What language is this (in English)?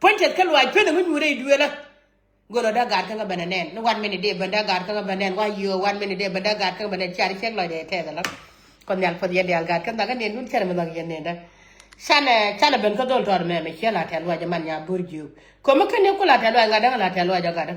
Nuer